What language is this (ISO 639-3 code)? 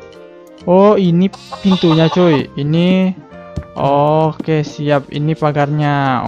ind